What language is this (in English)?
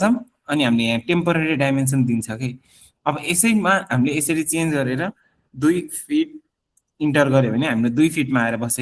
Nepali